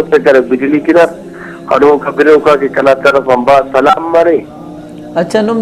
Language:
Brahui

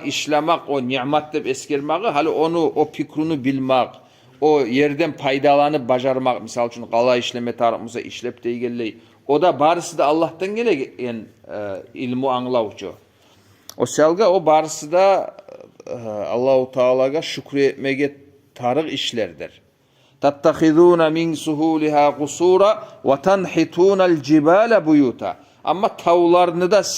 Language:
Kumyk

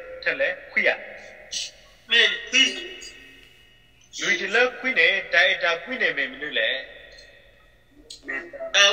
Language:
S'gaw Karen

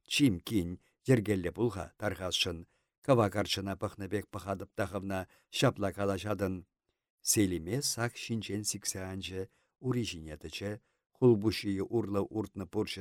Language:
Chuvash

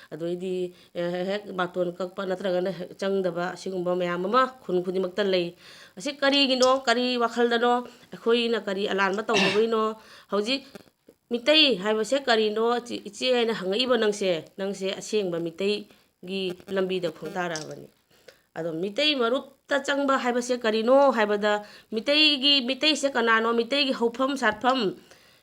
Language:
Manipuri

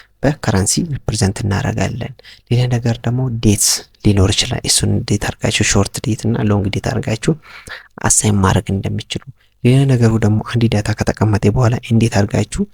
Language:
Amharic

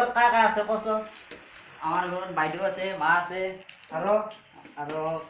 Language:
Assamese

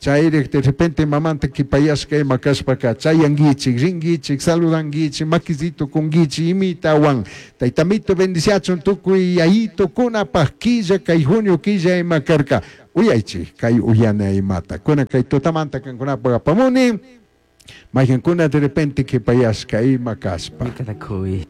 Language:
Chimborazo Highland Quichua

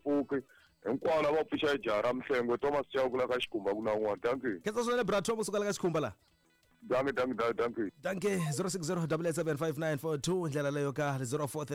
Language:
Tsonga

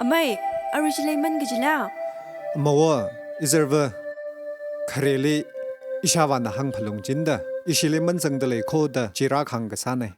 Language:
Tangkhul Naga (India)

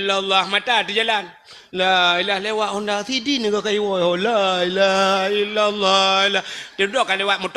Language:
Achinese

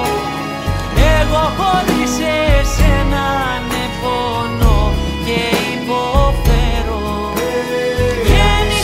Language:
Greek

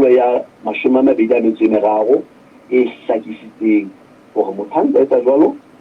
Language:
Southern Sotho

